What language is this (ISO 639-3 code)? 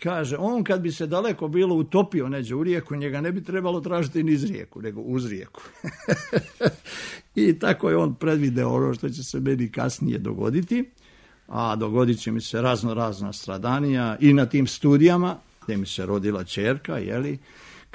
srp